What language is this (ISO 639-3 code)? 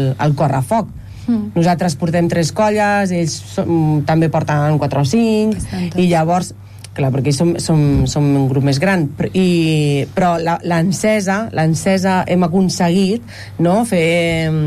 cat